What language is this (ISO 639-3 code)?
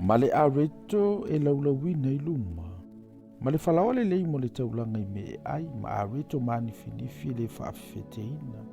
smo